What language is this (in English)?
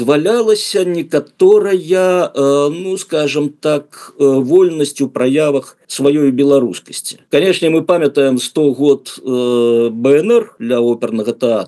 Belarusian